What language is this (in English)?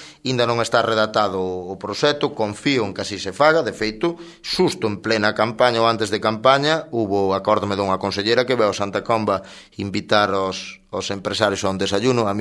Galician